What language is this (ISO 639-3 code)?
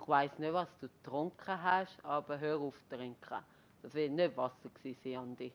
gsw